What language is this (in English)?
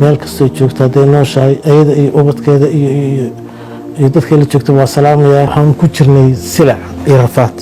Somali